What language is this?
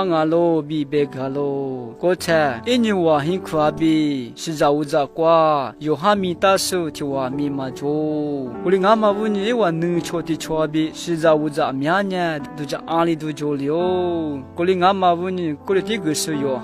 Lisu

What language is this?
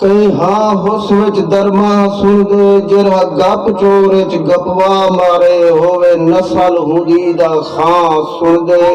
Saraiki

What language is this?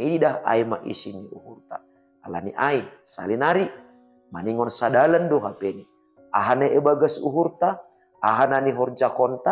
Batak Simalungun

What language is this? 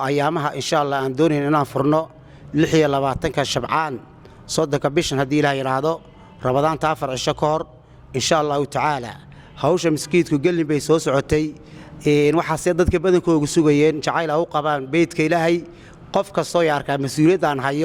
Somali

